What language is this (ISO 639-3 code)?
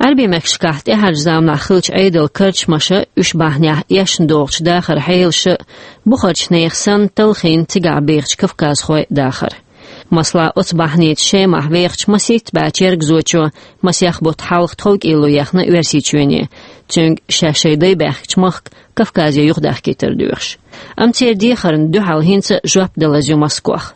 che